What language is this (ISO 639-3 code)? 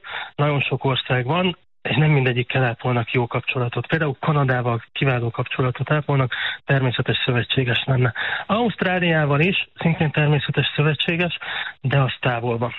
hun